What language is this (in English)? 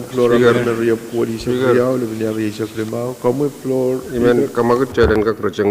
Pohnpeian